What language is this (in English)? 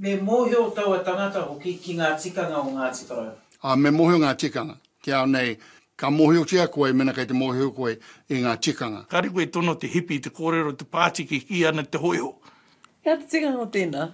Māori